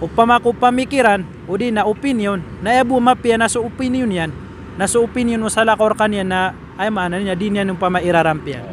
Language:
Maranao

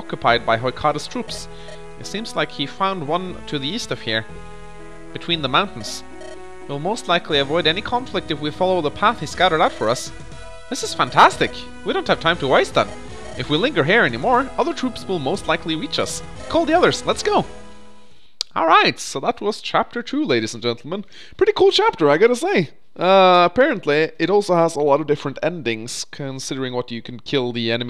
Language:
English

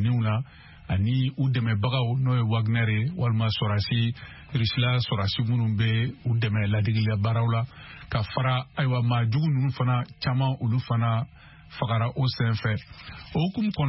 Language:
Bambara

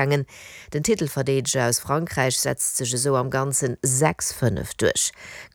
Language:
Luxembourgish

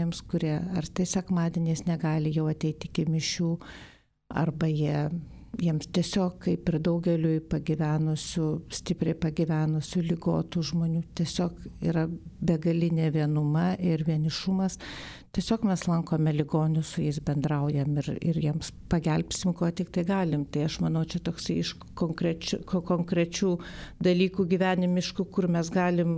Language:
Lithuanian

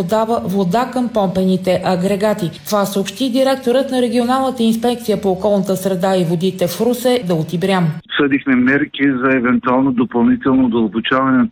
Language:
Bulgarian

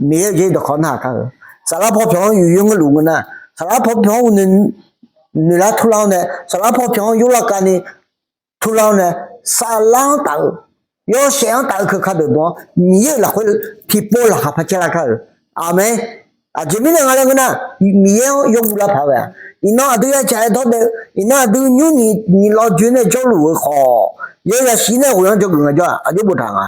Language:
Akha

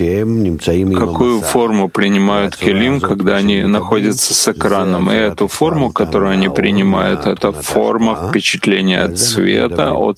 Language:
Russian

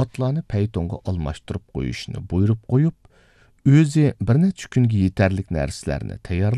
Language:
Uyghur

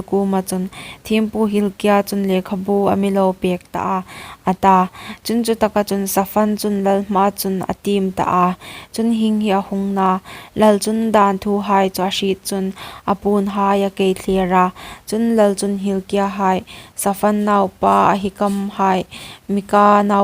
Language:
Hmar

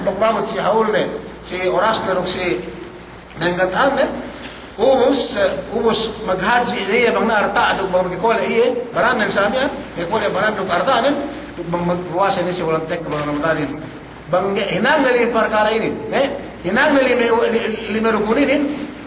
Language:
Yakan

